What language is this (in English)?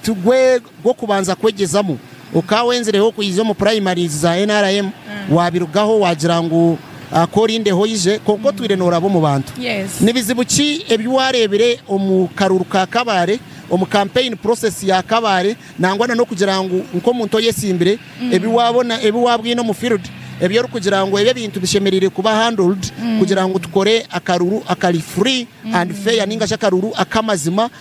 Nyankole